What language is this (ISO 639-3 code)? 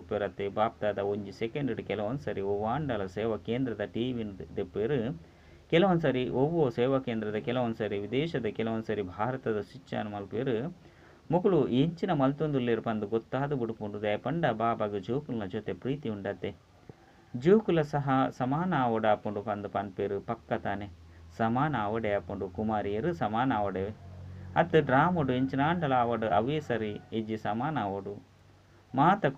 tcy